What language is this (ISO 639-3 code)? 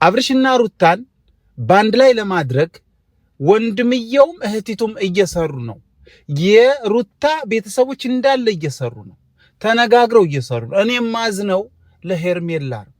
amh